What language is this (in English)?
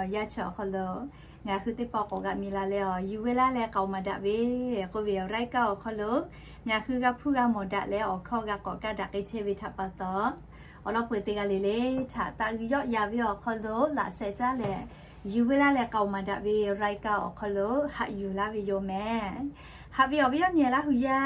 Lahu